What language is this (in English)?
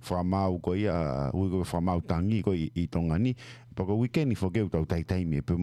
Tongan